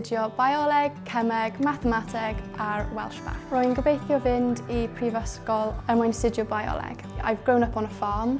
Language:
Welsh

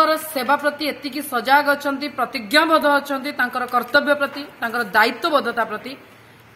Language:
Odia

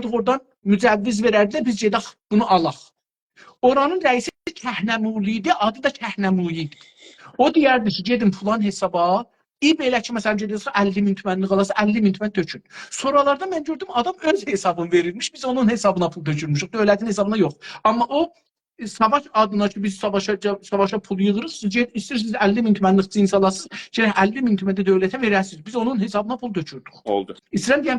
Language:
South Azerbaijani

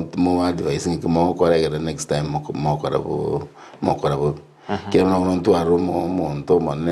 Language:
Gusii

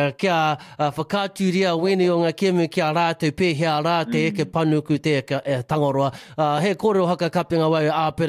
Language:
Māori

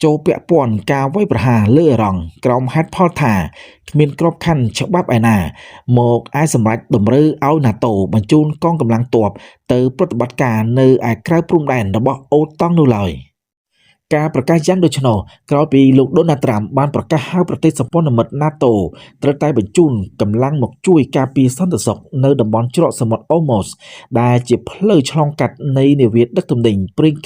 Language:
Khmer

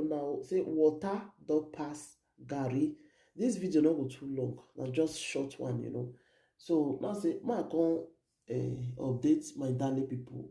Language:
Nigerian Pidgin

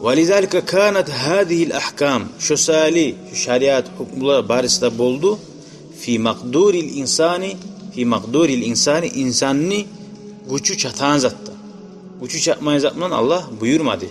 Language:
Kumyk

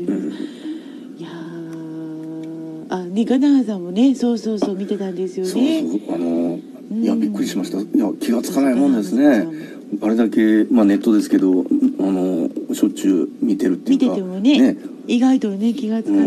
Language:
Japanese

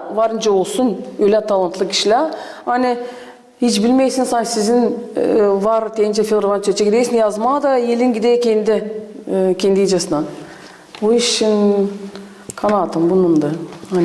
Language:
Gagauz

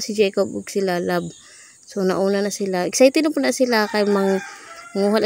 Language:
Cebuano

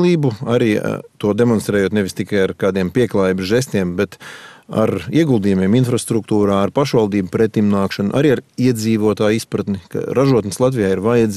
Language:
Latvian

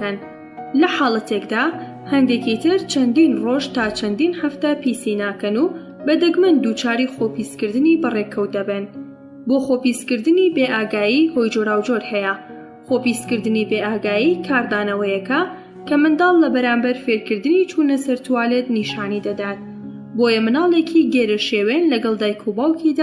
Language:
Central Kurdish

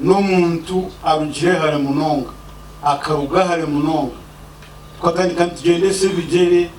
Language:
Nyankole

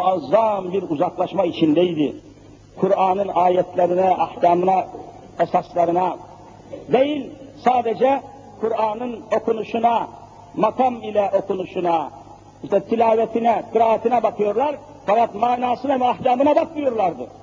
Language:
Turkish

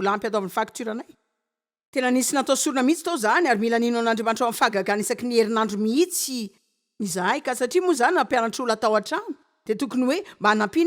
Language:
Malagasy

